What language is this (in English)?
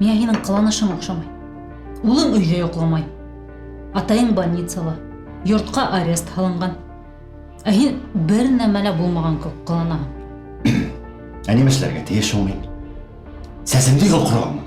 Bashkir